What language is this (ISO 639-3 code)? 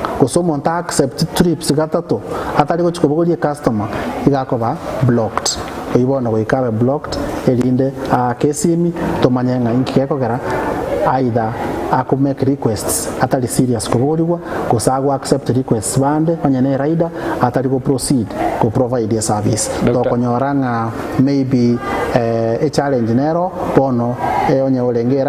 guz